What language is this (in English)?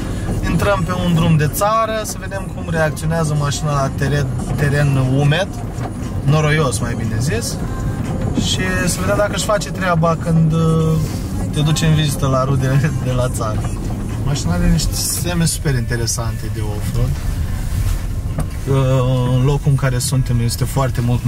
Romanian